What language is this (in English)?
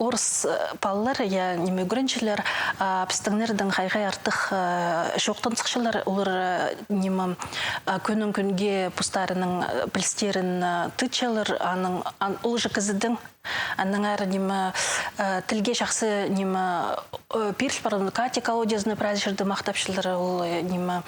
Khakas